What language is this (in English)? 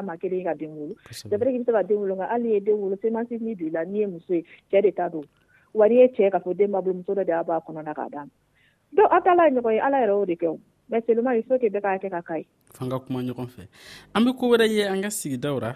Dyula